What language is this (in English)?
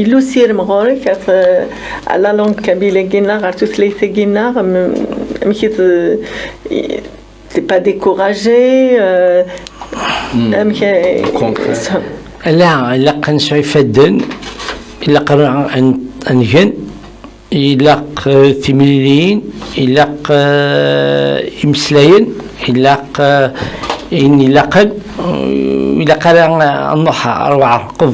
Kabyle